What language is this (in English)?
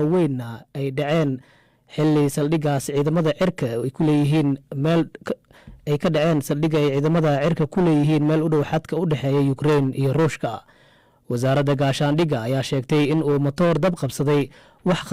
Somali